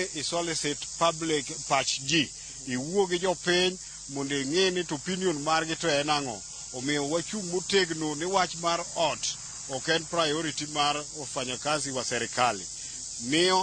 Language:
Luo (Kenya and Tanzania)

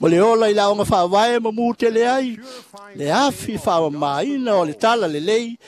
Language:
Samoan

